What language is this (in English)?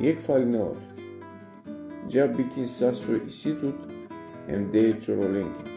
Balkan Romani